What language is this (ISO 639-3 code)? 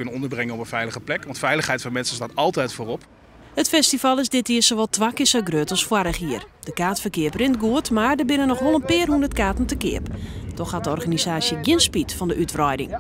fry